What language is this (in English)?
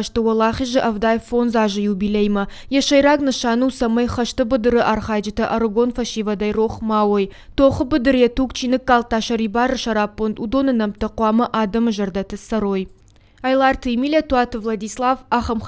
Ossetic